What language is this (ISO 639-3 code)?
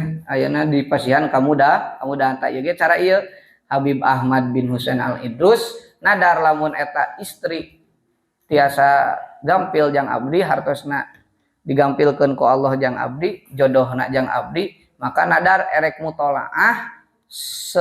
sun